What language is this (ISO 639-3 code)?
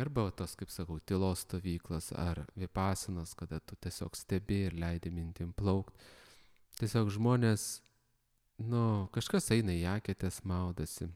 lit